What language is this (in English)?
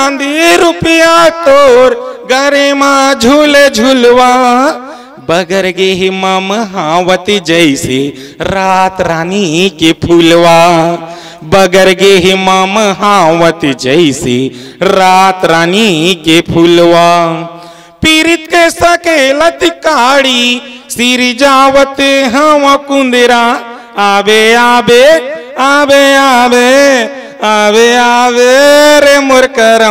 Chhattisgarhi